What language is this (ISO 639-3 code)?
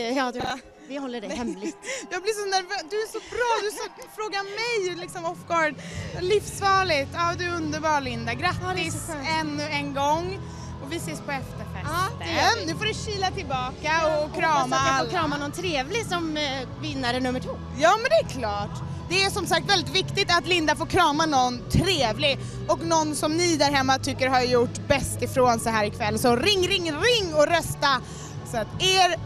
swe